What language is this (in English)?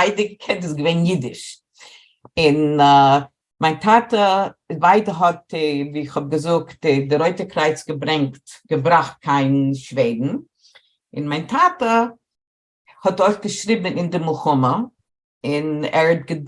Yiddish